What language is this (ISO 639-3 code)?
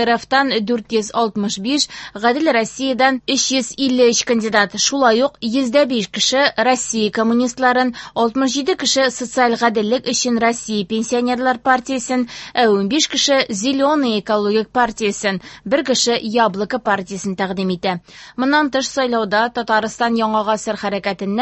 tat